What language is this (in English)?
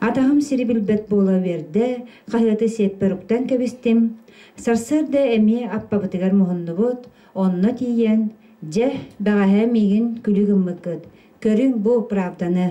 Yakut